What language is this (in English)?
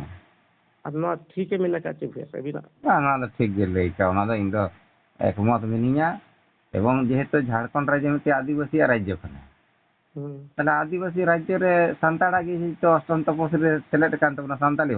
Santali